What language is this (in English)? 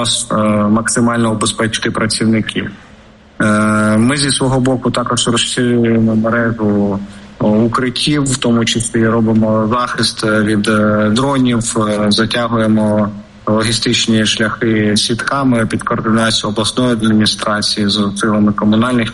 Ukrainian